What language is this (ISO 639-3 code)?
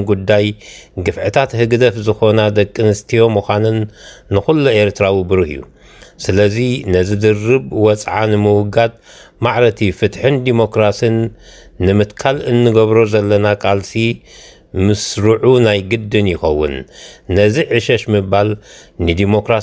tir